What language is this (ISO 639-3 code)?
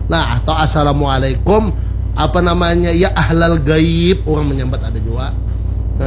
bjn